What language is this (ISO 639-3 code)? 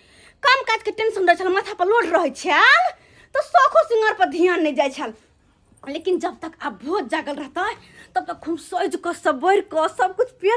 mai